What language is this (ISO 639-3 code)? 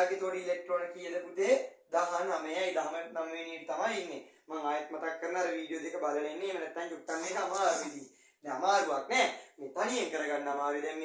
sin